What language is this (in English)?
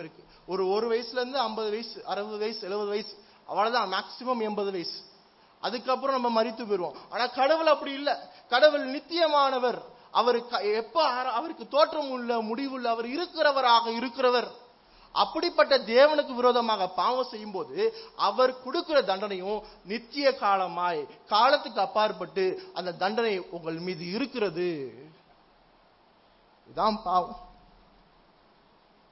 Tamil